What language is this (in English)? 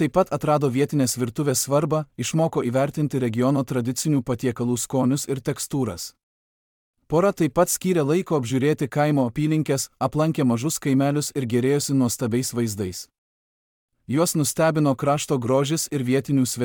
Lithuanian